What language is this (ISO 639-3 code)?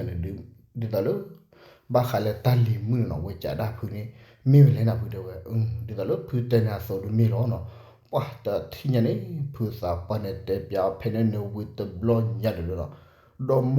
ksw